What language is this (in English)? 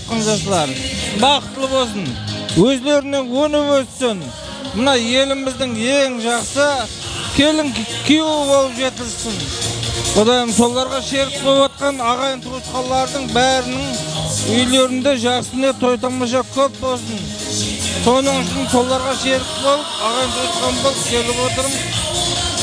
Kara-Kalpak